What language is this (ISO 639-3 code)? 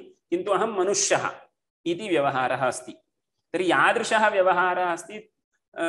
san